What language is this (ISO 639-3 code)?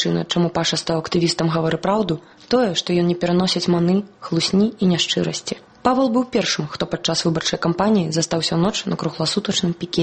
bel